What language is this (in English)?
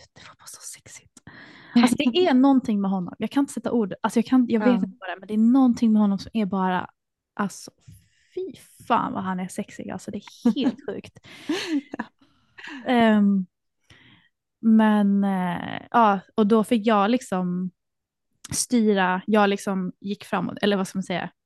Swedish